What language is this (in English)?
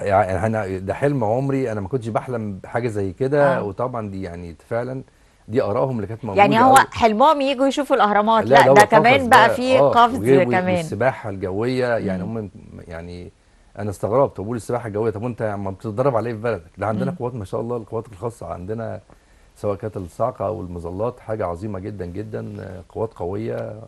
Egyptian Arabic